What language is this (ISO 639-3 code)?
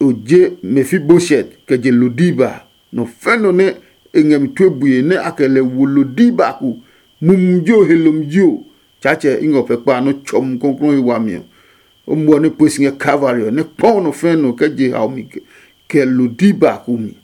ada